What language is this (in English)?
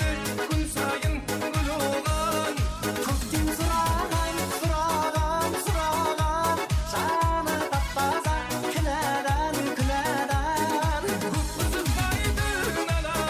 Kara-Kalpak